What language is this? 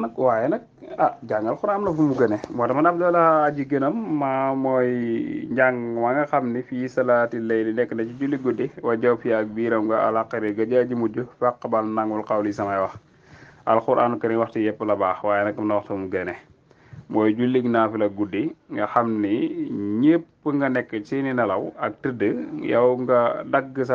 Wolof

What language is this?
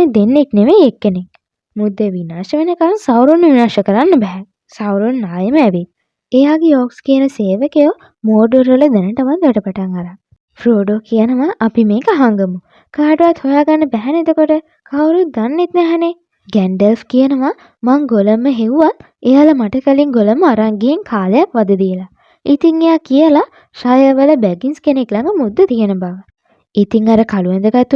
Sinhala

